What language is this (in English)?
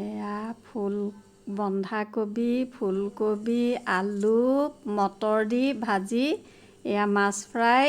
Assamese